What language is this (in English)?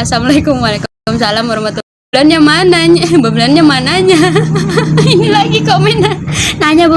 Betawi